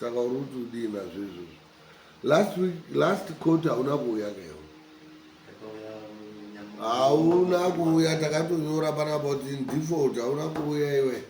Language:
Shona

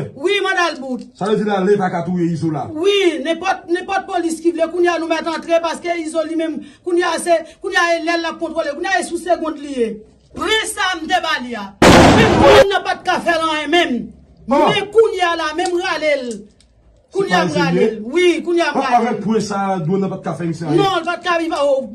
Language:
Haitian Creole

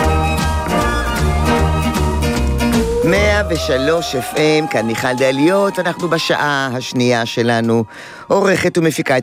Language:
Hebrew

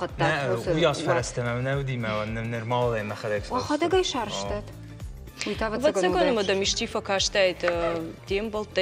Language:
Ossetic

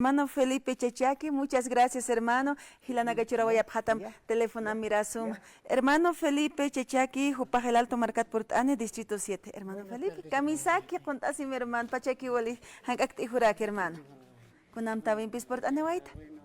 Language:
Aymara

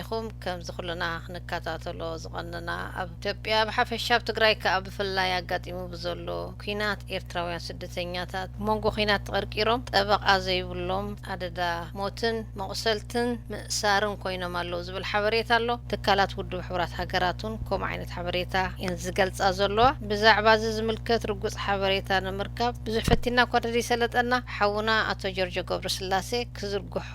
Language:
Tigrinya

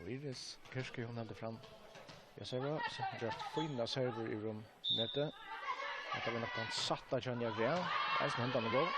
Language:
Faroese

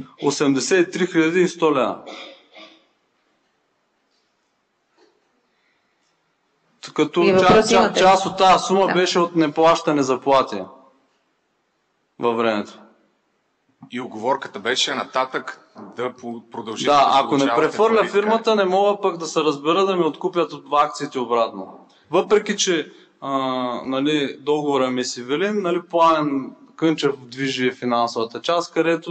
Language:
Bulgarian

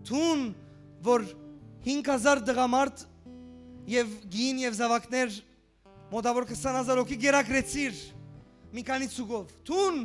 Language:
Western Armenian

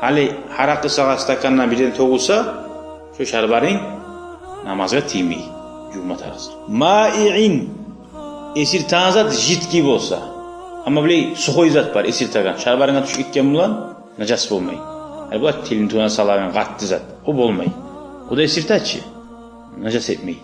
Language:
Kumyk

